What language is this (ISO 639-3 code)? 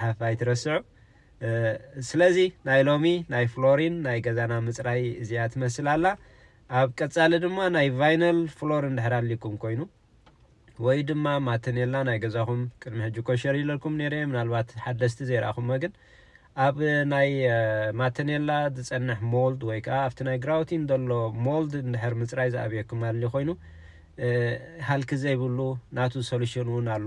tir